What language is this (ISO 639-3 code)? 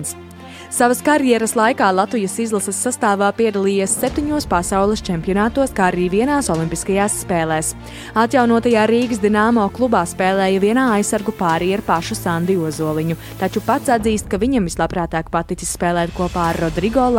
lav